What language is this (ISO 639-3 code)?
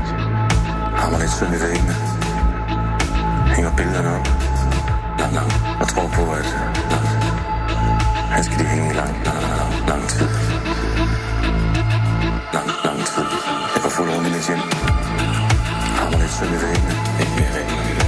dan